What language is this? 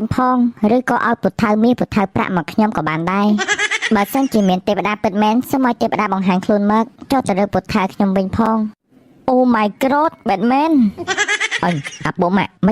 Khmer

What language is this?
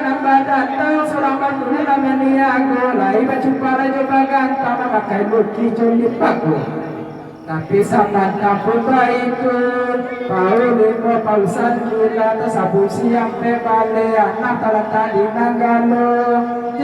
Minangkabau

